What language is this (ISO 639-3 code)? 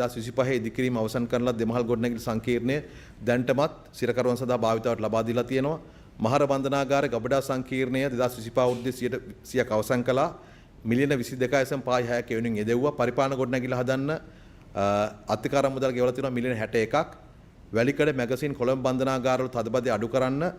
sin